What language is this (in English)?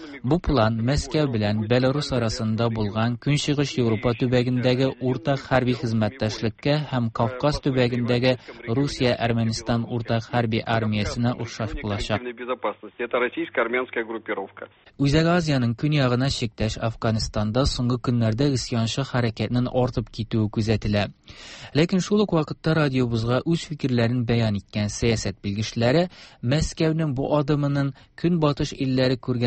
Tatar